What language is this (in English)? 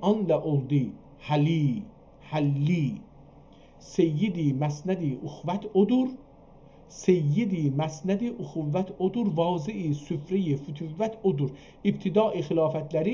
South Azerbaijani